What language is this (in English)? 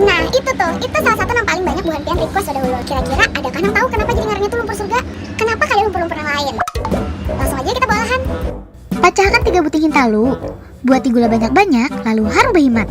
Banjar